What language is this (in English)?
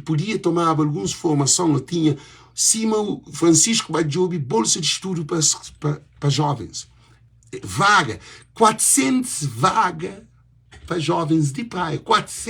Kabuverdianu